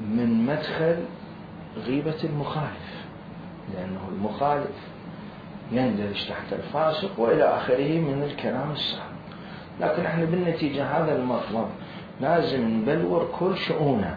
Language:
Mesopotamian Arabic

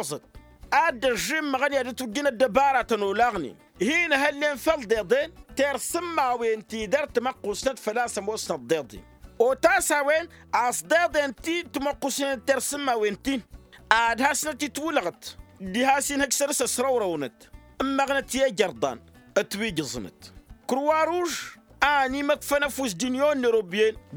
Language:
Tamasheq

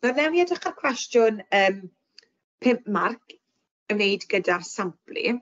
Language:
Welsh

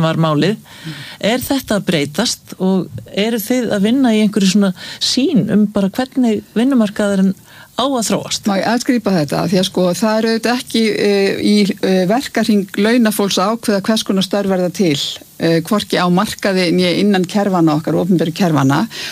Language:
Icelandic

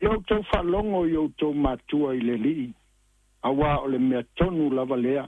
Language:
Samoan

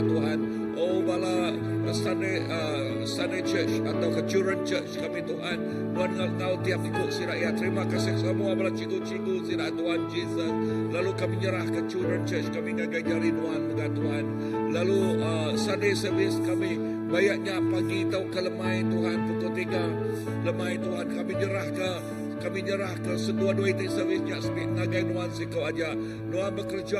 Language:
Iban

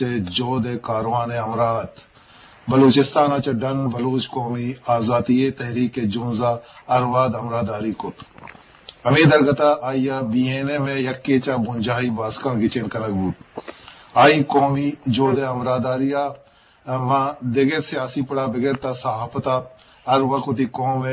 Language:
Eastern Balochi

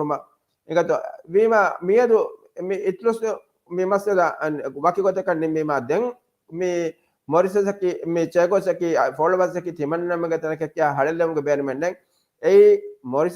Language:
Divehi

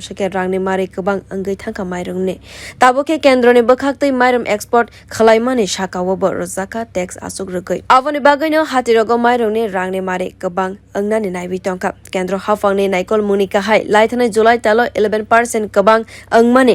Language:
Kok Borok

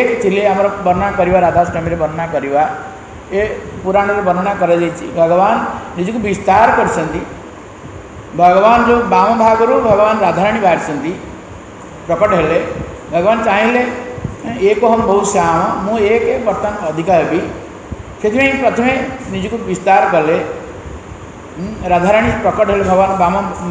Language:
Odia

